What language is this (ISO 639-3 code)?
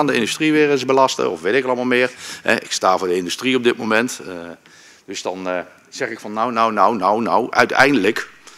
nld